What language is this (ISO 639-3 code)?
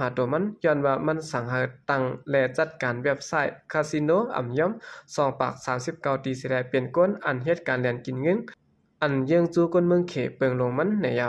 shn